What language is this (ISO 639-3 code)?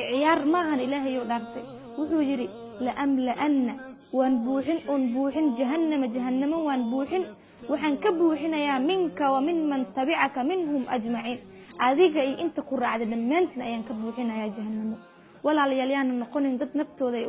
som